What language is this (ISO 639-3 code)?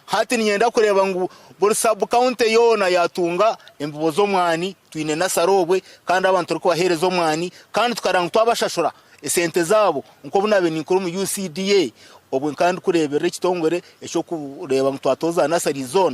nyn